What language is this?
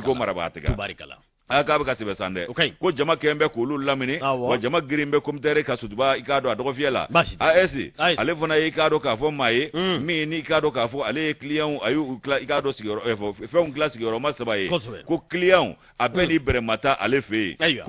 Bambara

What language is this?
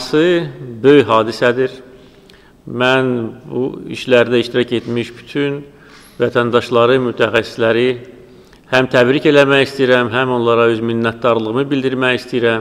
Azerbaijani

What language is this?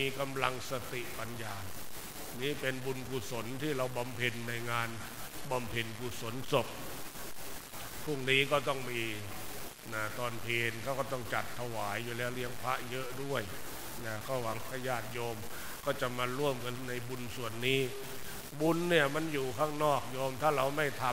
Thai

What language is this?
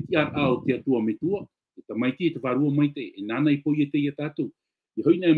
Tahitian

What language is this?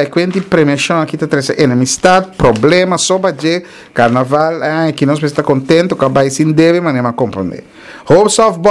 Papiamento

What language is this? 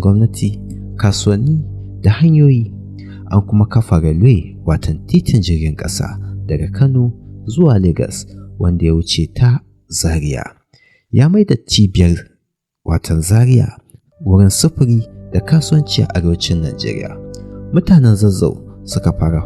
Hausa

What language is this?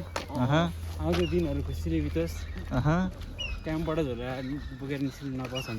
Nepali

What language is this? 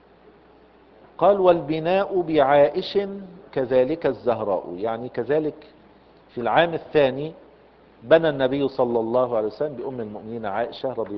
Arabic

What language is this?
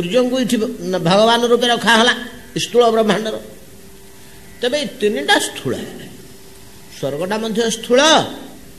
Odia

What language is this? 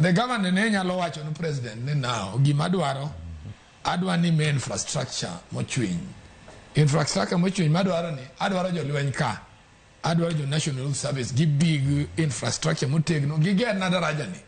Luo (Kenya and Tanzania)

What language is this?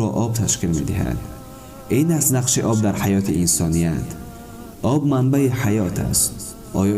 Tajik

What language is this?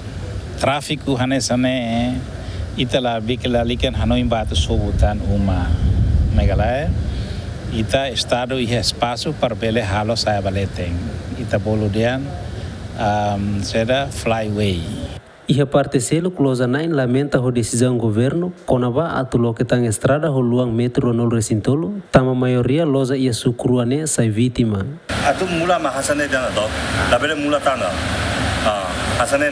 Tetum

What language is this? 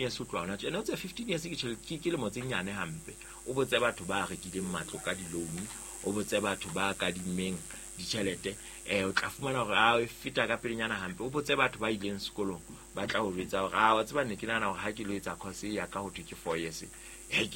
Southern Sotho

